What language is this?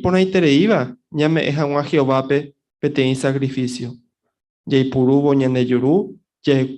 Guarani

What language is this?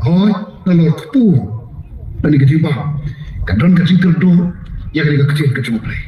Khasi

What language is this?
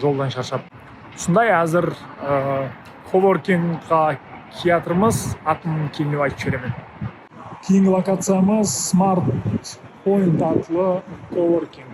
Kara-Kalpak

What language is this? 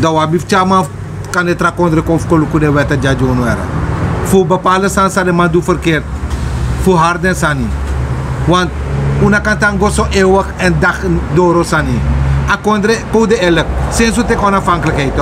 Sranan Tongo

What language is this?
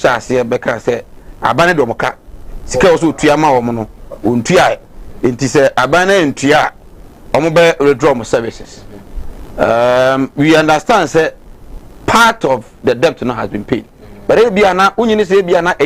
Akan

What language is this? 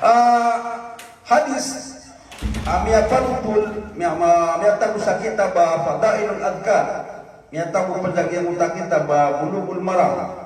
Maranao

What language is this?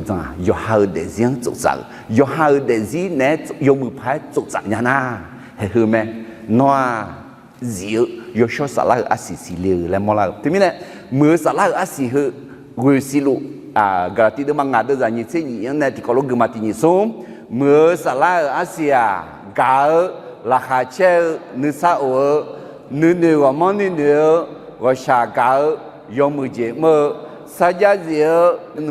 Akha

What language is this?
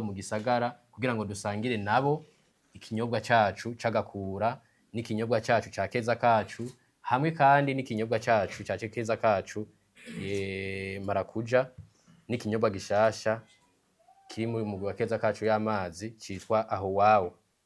Rundi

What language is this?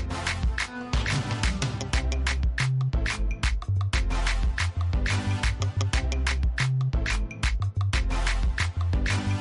Kinyarwanda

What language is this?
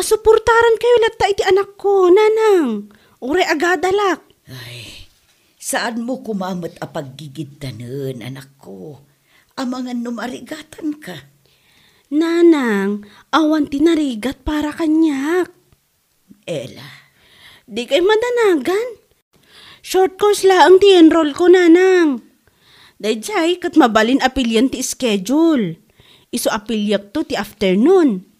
Iloko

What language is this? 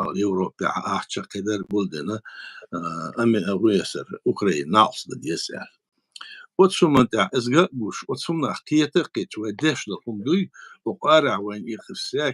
Chechen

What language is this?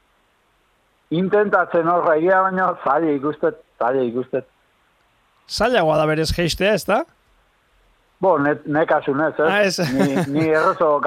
Basque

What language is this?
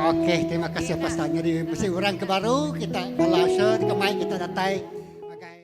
Iban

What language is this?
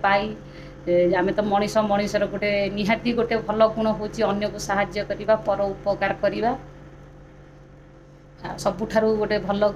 Odia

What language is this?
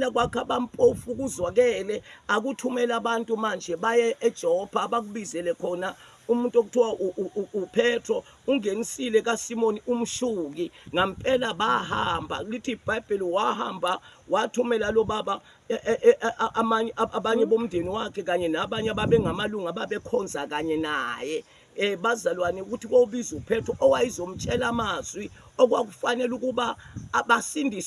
Zulu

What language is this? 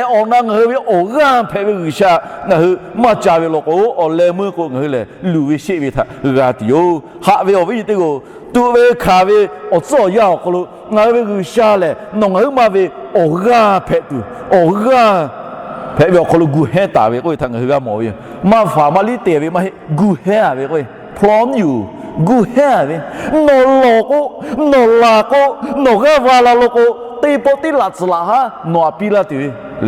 Lahu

